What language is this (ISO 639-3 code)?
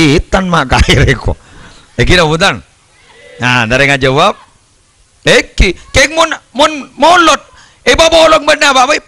mad